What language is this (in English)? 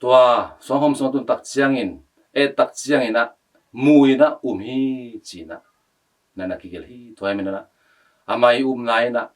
Tedim Chin